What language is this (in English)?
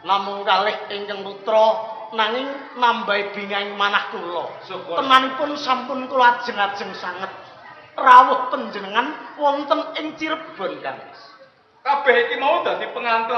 Javanese